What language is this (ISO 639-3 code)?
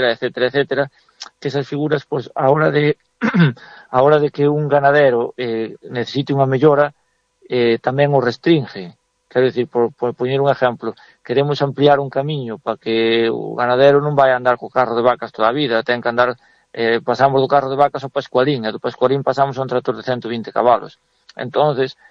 glg